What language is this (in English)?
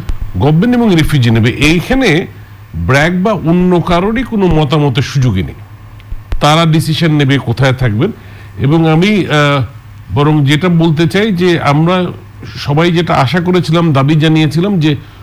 Bangla